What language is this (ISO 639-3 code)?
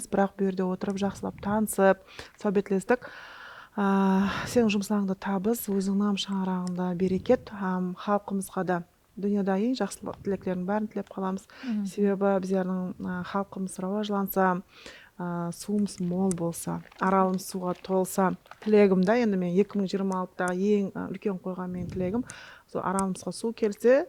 kaa